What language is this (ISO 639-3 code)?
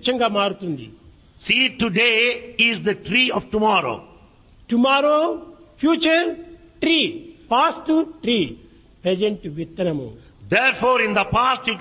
tel